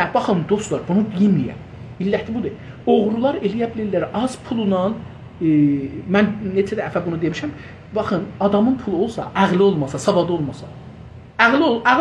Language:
South Azerbaijani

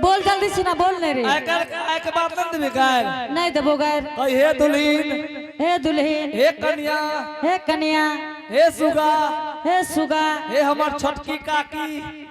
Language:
Angika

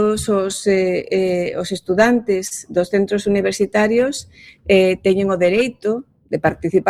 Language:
Galician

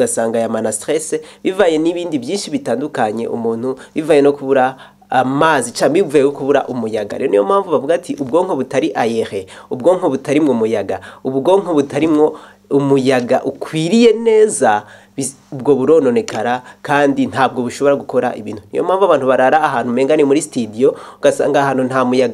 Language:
Rundi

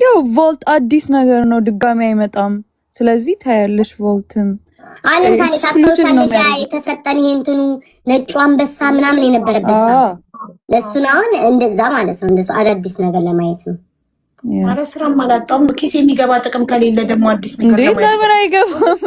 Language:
Amharic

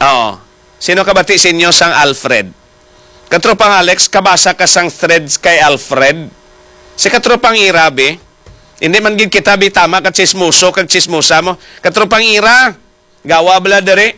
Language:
Hiligaynon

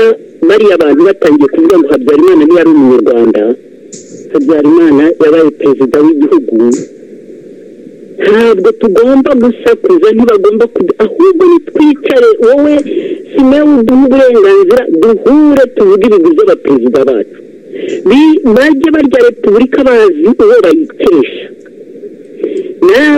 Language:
Kinyarwanda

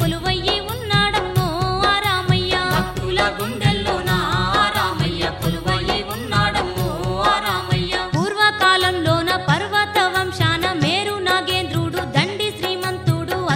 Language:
Telugu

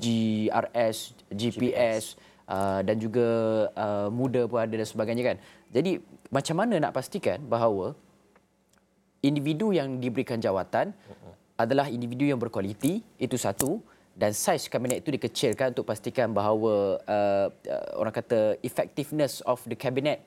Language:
Malay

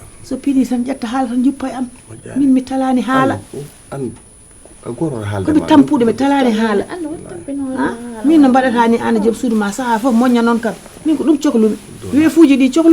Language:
Fula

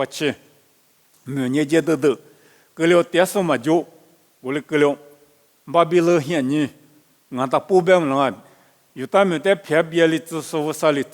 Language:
Lisu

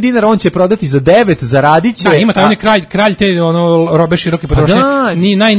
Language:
Serbian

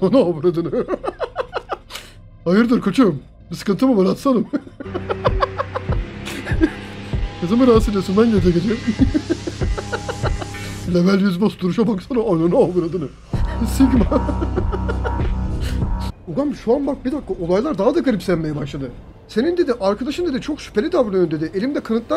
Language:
Turkish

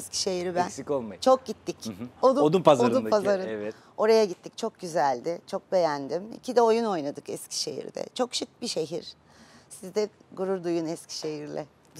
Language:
Turkish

